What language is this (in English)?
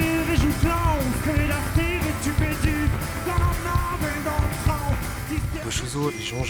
Breton